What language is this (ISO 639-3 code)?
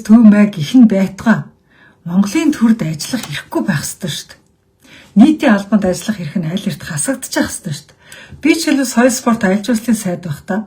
mon